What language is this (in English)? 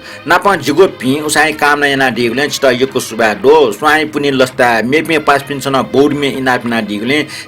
Newari